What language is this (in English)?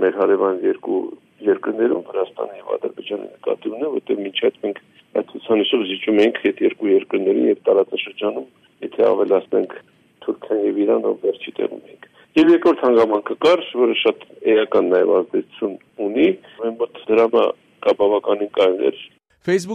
Armenian